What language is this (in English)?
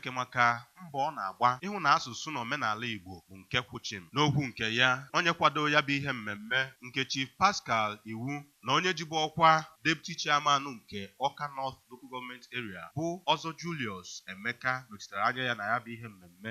Igbo